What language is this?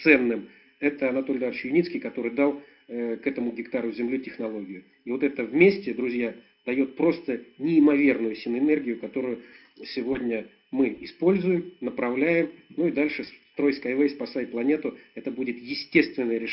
Russian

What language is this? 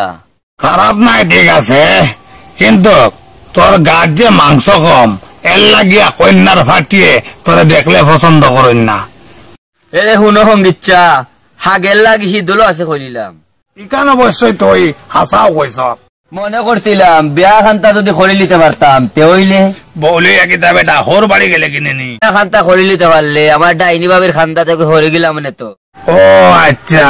Sylheti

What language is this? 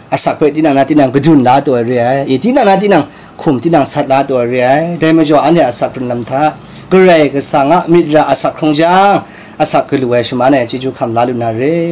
Kachin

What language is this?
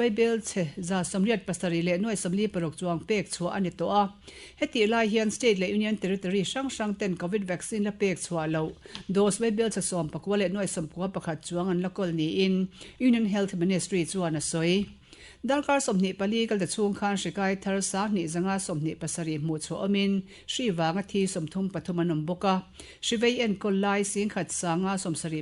Mizo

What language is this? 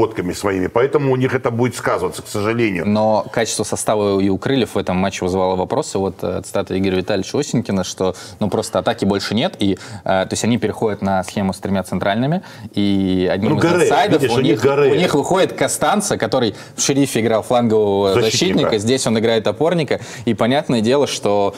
Russian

